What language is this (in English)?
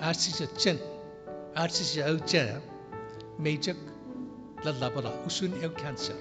Chuukese